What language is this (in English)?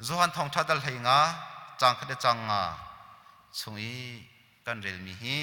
Hakha Chin